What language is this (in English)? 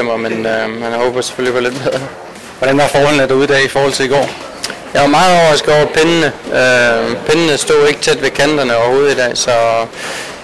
Danish